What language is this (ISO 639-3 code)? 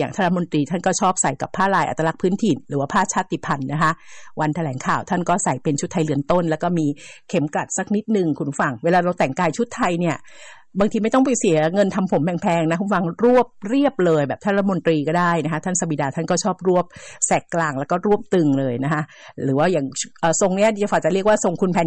tha